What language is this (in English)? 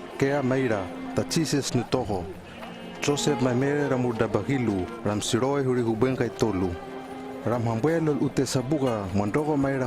Hano